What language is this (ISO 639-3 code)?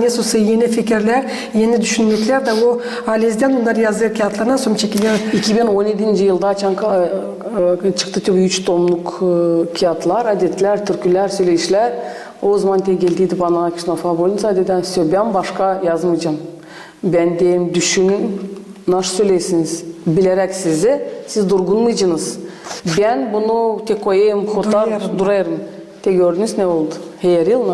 gag